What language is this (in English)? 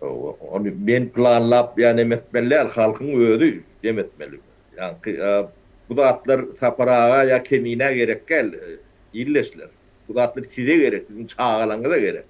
Turkmen